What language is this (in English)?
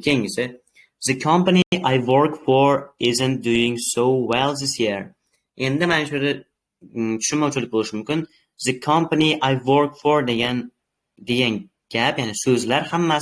Uzbek